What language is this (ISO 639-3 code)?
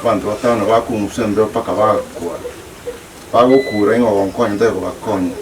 guz